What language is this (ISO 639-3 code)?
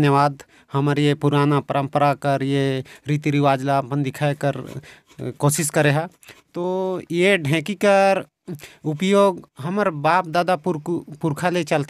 hne